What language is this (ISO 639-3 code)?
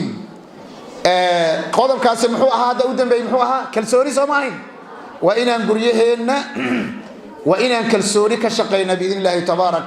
som